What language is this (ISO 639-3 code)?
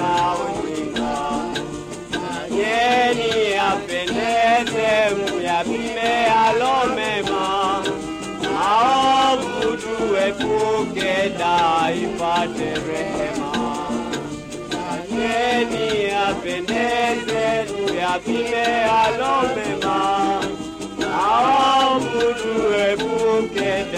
swa